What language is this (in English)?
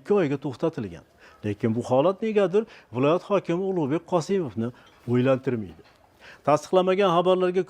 Uzbek